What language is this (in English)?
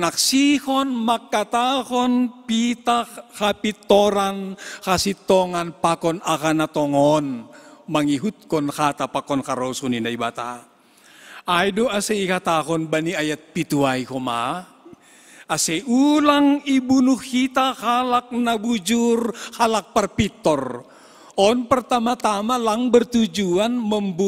Batak Simalungun